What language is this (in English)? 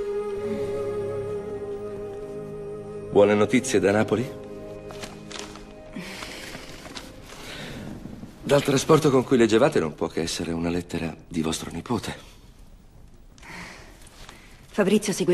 Italian